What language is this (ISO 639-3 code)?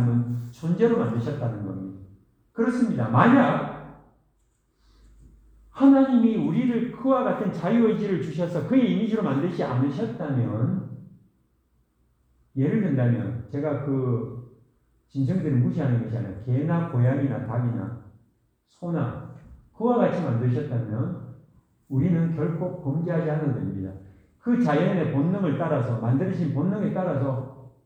kor